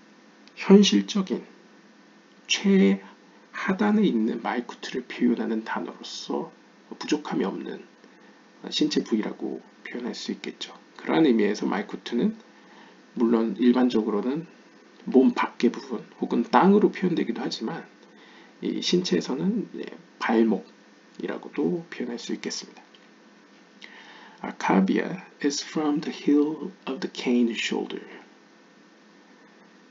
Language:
Korean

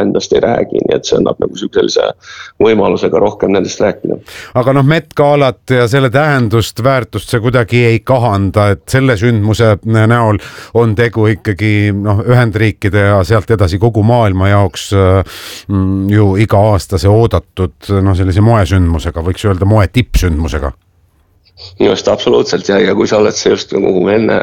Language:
Estonian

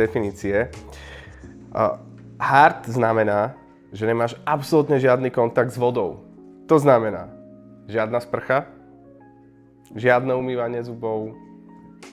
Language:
Slovak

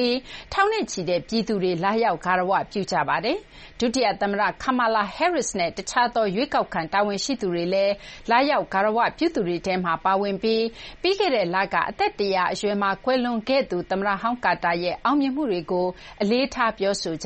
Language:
Burmese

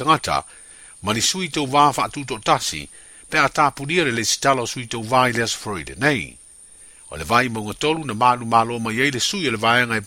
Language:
Samoan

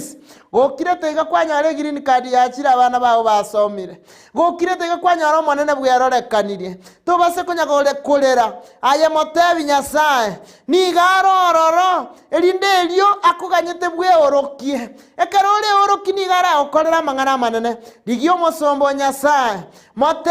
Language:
Gusii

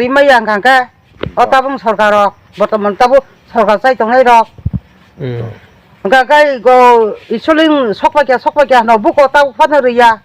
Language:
Kok Borok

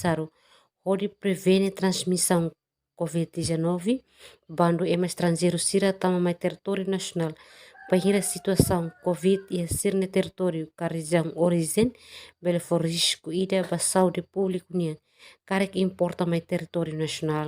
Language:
Tetum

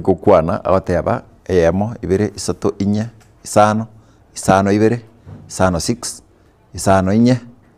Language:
Gusii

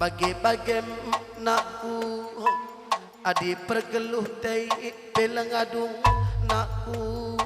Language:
Batak Karo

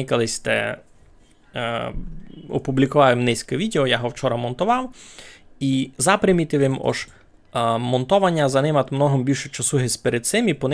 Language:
Rusyn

